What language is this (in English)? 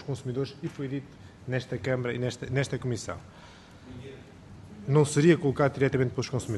Portuguese